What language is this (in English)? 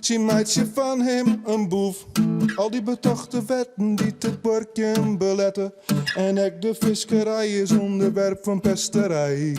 Western Frisian